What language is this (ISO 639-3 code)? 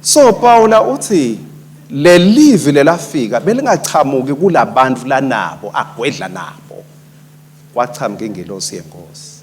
ssw